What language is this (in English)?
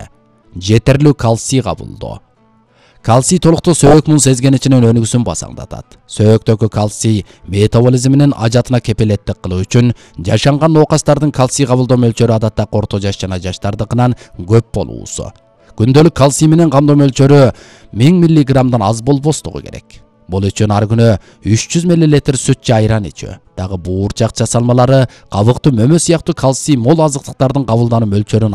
Kyrgyz